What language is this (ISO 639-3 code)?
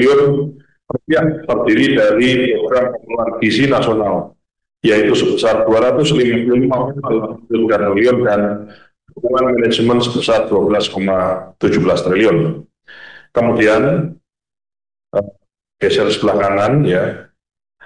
ind